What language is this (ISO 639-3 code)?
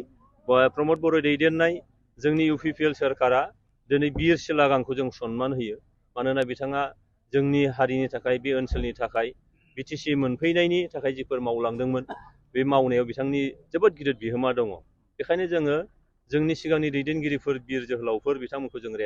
brx